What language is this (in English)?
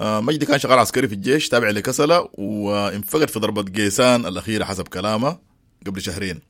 Sudanese Arabic